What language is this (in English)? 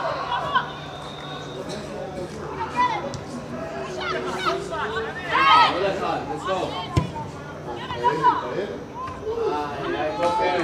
Hebrew